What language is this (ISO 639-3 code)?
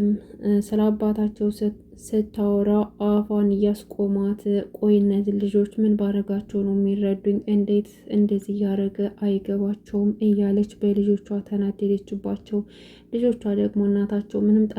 amh